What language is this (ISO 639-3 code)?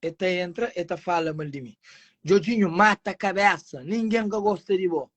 kea